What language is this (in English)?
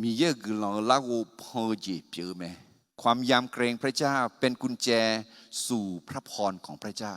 Akha